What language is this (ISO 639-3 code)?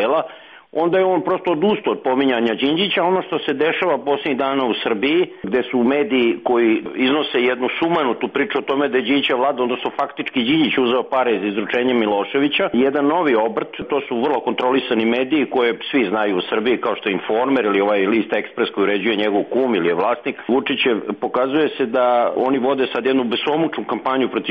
srp